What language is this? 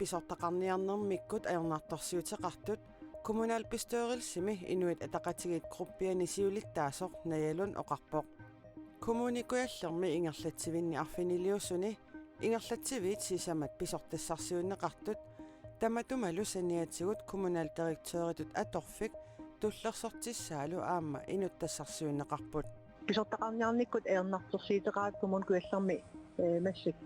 Kalaallisut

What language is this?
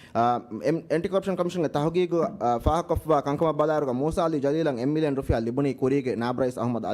Divehi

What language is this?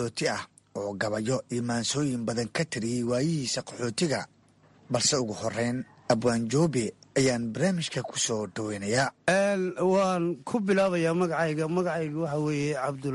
Somali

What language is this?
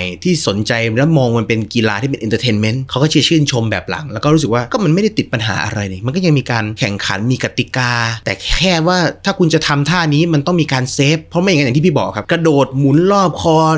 Thai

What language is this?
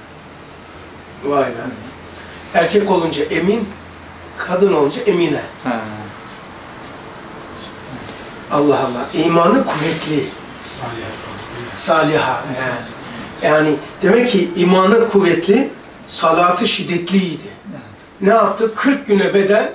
Turkish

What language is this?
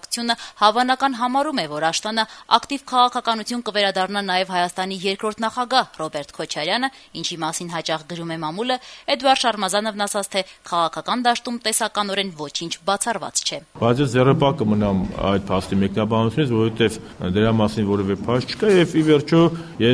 Armenian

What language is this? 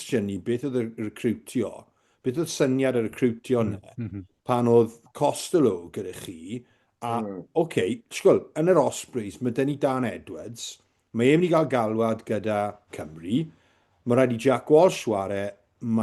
Welsh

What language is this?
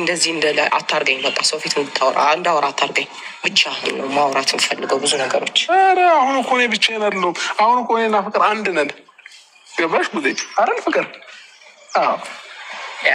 Amharic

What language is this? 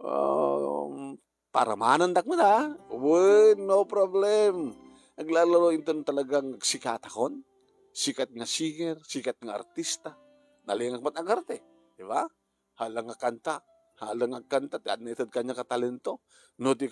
Iloko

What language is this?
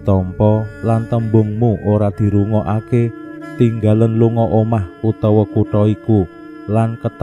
Javanese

